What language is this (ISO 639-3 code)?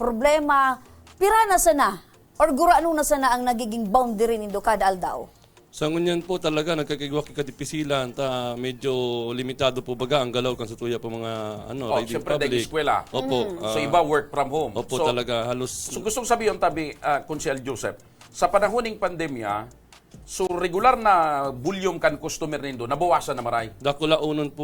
bik